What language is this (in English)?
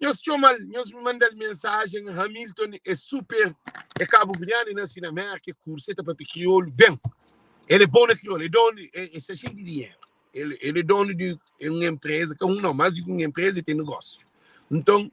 Kabuverdianu